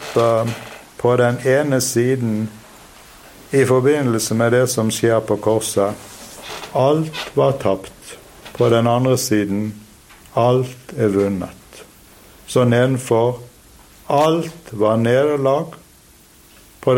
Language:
Norwegian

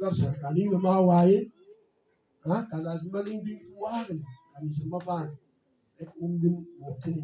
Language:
Mabaan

